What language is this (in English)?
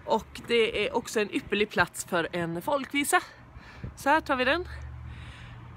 Swedish